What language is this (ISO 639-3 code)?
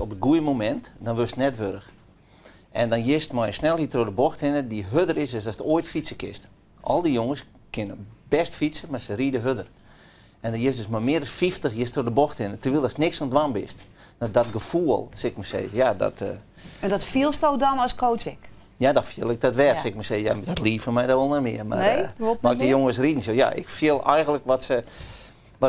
fry